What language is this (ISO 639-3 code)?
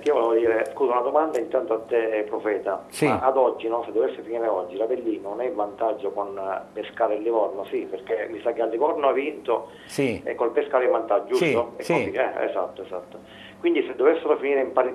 ita